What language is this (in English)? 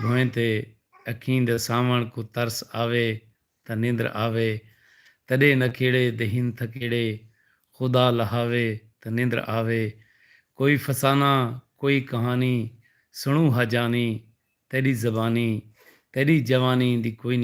Saraiki